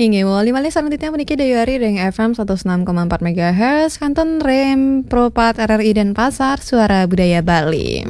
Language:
Balinese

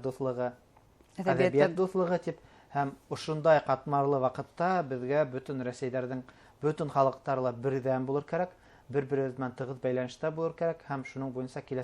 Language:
Bashkir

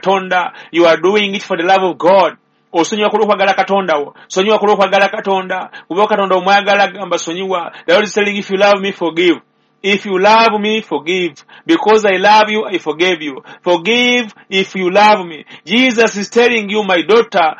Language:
Ganda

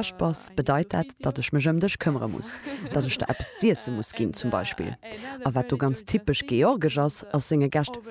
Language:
Luxembourgish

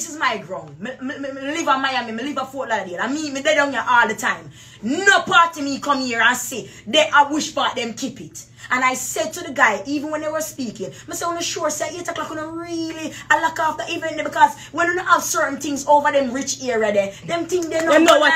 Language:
Jamaican Creole English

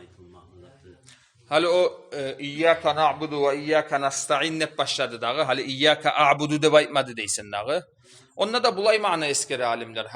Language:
Kumyk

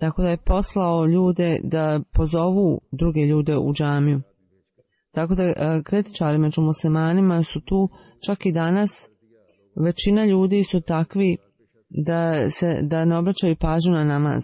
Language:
Bosnian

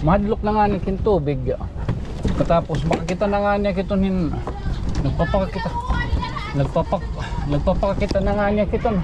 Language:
Waray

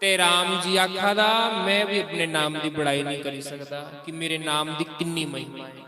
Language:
Dogri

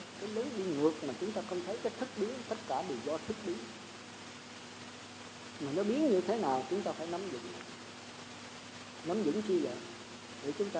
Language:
Vietnamese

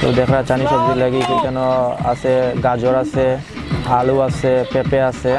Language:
Sylheti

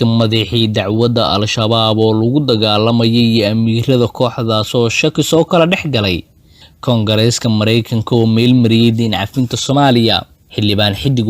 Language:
Somali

